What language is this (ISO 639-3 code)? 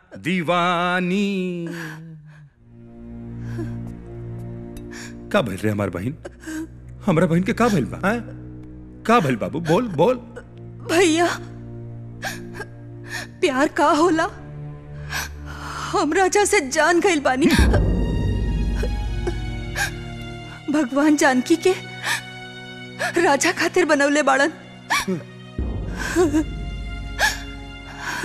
bho